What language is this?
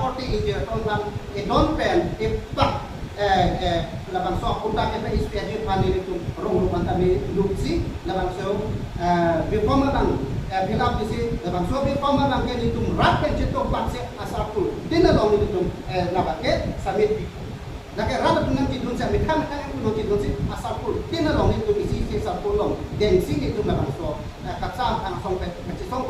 Karbi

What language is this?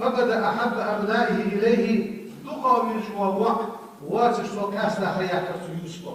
Ingush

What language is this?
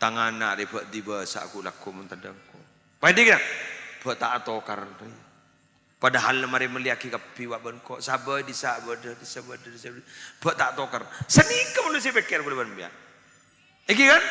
Madurese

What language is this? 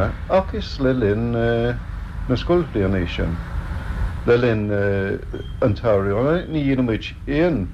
Irish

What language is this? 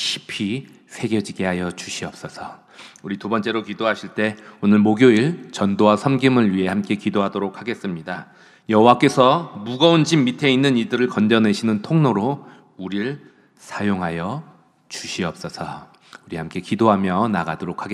Korean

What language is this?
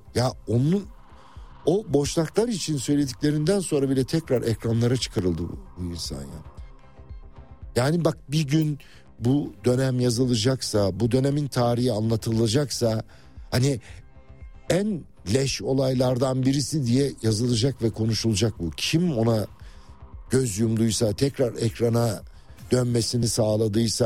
Turkish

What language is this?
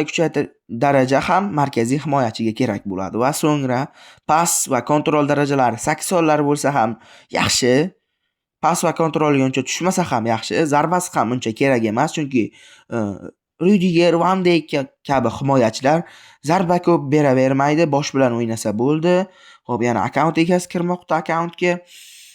Uzbek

